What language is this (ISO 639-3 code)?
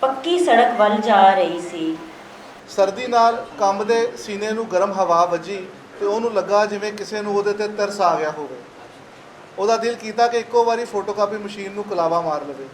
lah